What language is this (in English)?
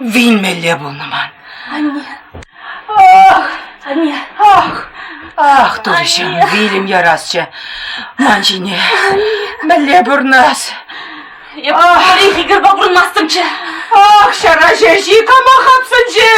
Chuvash